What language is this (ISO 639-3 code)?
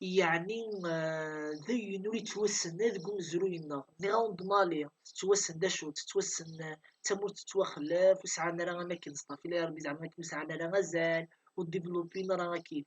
kab